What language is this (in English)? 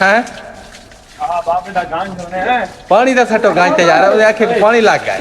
Saraiki